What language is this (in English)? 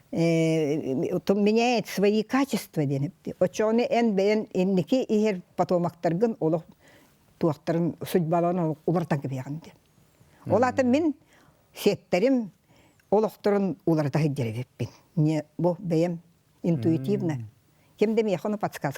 Yakut